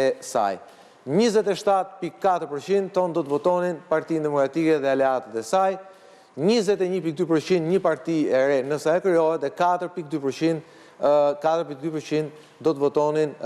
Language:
Albanian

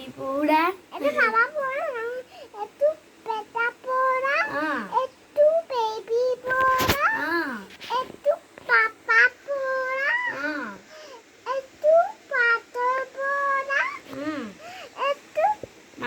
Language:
Assamese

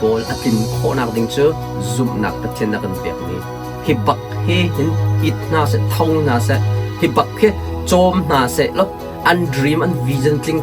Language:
Hakha Chin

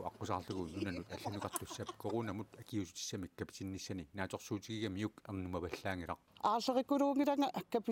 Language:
Kalaallisut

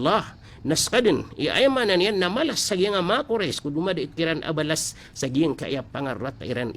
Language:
Maranao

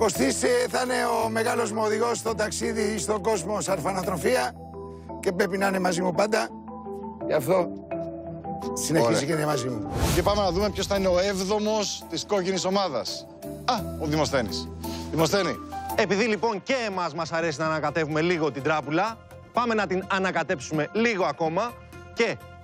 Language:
Greek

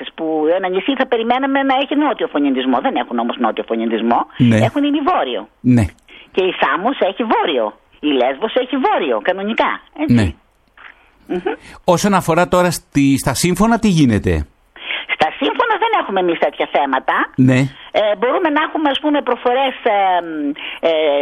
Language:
Greek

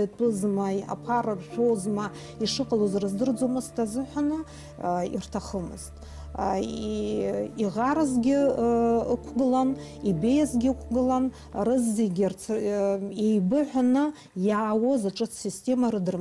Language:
Abkhazian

